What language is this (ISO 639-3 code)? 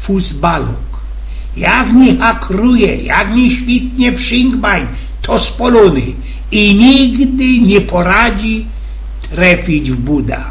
szl